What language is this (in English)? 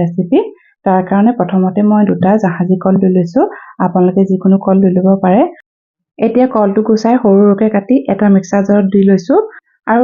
Assamese